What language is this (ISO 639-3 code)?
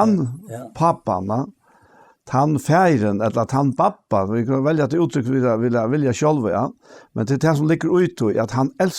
fao